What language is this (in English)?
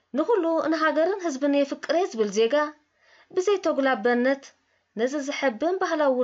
Tigrinya